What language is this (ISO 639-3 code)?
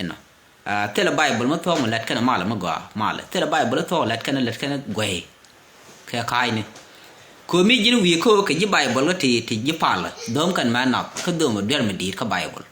nus